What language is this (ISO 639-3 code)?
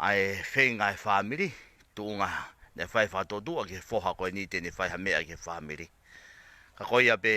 ton